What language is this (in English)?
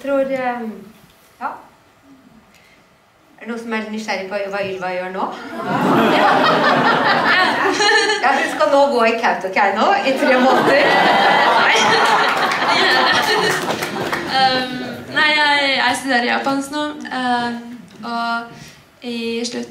Norwegian